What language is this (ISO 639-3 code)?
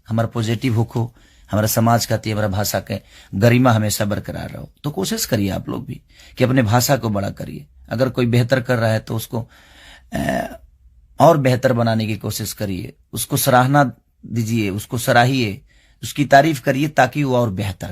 bho